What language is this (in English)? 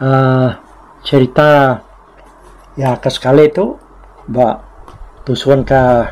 Iban